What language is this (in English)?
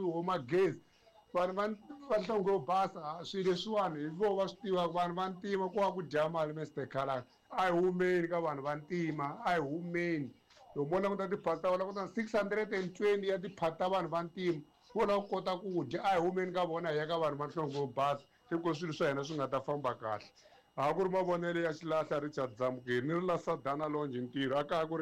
Tsonga